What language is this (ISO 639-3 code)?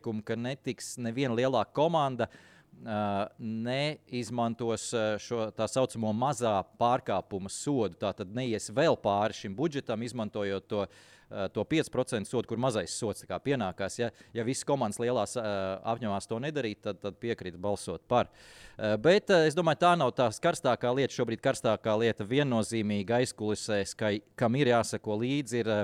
lav